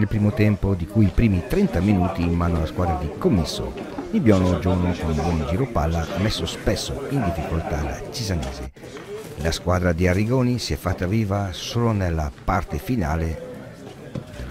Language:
Italian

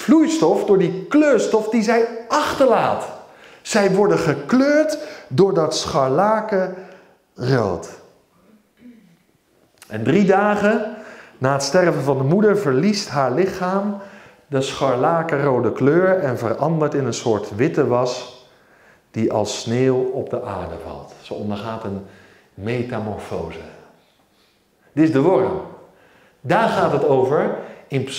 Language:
Dutch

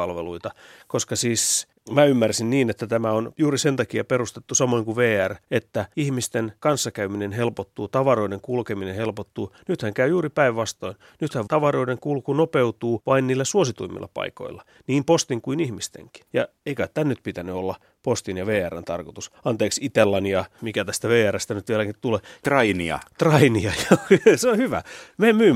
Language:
Finnish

